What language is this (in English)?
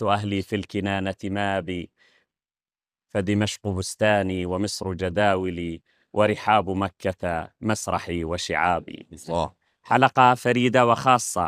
Arabic